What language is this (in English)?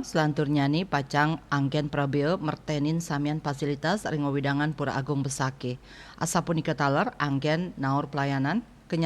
Balinese